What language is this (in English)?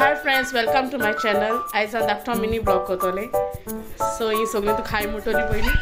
Konkani